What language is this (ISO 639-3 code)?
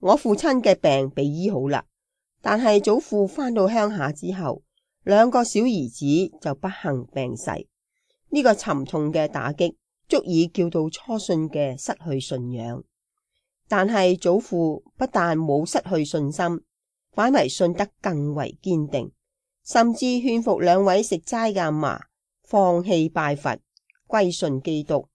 yue